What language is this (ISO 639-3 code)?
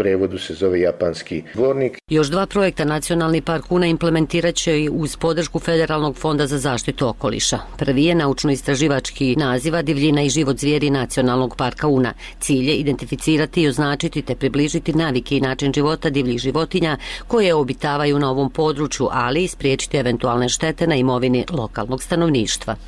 bos